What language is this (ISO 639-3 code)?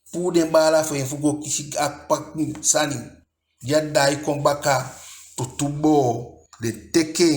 djk